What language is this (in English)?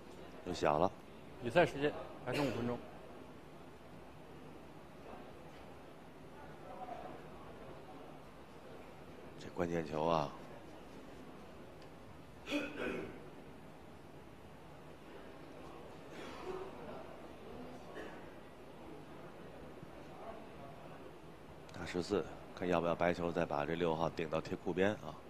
Chinese